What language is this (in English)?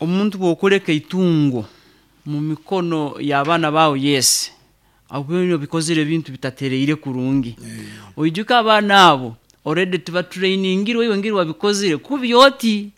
Nyoro